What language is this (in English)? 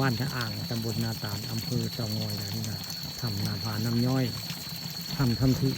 Northeastern Thai